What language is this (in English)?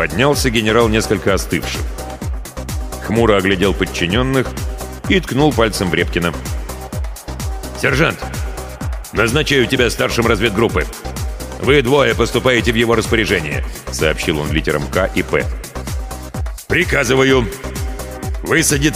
Russian